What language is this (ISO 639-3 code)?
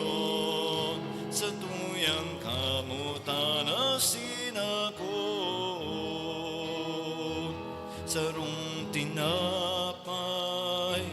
bik